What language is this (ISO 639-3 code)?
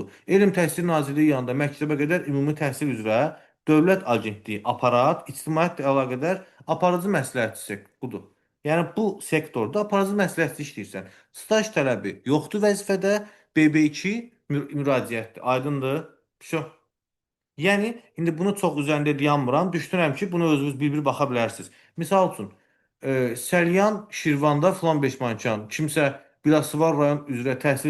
aze